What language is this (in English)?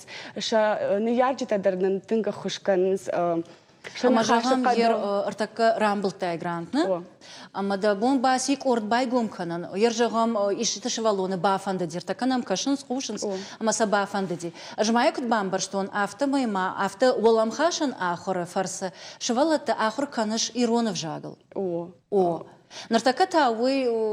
Ossetic